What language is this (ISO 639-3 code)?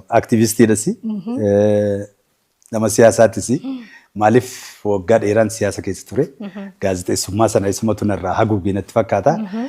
orm